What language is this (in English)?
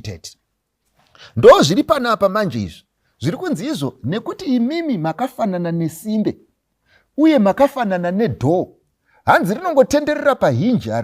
Shona